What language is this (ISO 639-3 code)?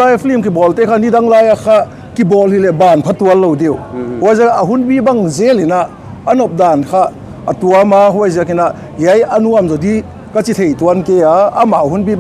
pck